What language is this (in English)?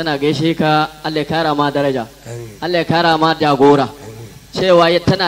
Hausa